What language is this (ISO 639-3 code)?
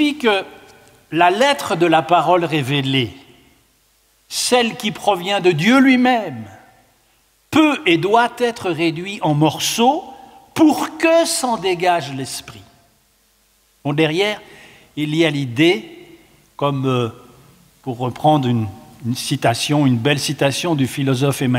fra